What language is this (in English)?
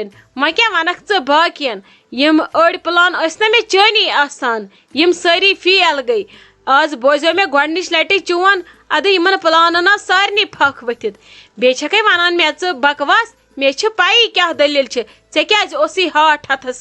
Kashmiri